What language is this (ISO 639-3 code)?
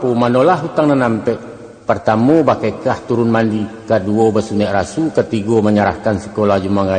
min